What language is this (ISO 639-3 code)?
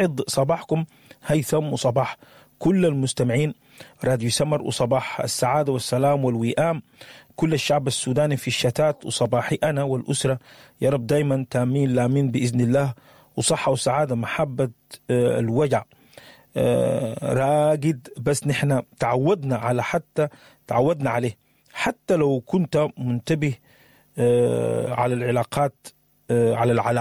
apd